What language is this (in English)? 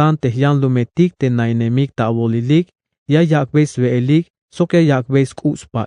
Tzeltal